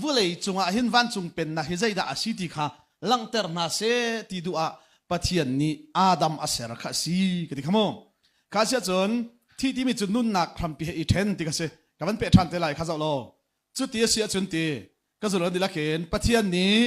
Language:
Hakha Chin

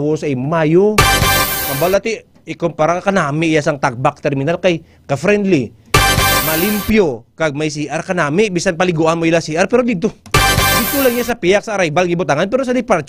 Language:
Hiligaynon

